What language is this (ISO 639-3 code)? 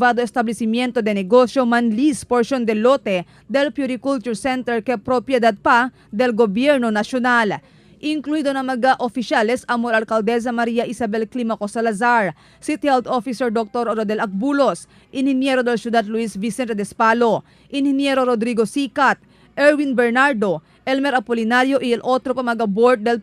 cbk